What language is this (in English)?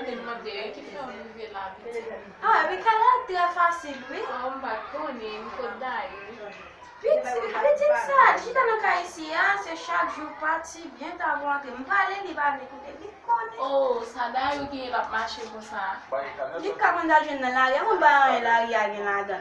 Haitian Creole